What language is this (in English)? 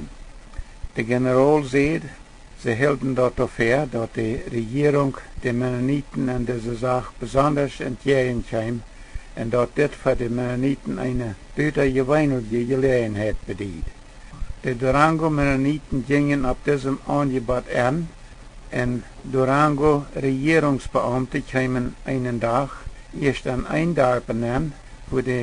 Plautdietsch